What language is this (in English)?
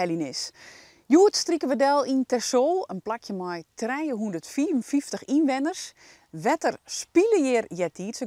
Western Frisian